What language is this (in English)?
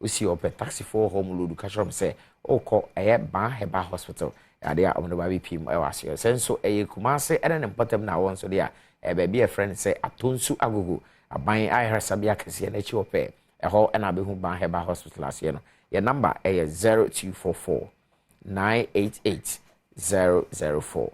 Akan